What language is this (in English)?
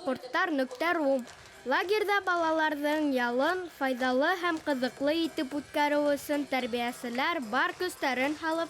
Bashkir